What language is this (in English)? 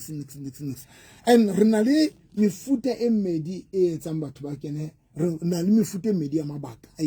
Southern Sotho